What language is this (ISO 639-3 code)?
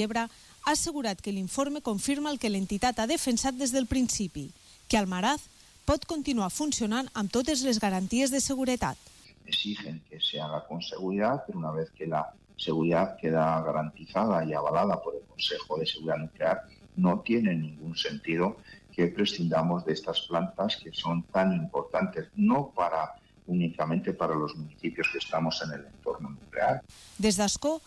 cat